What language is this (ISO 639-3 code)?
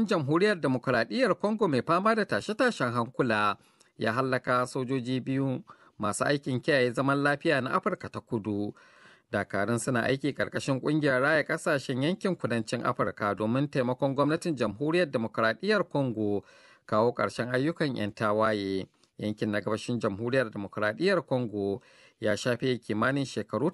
hau